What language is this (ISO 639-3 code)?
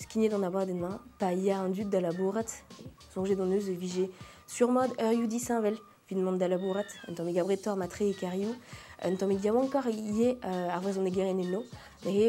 bre